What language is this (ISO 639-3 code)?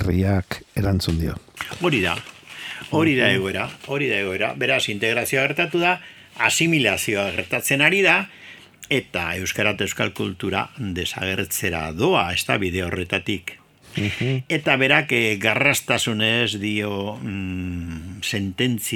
eus